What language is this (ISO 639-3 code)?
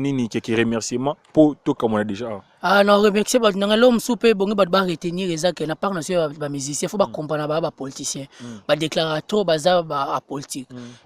lin